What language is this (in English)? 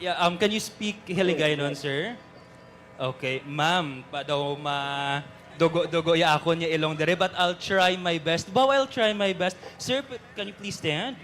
Hiligaynon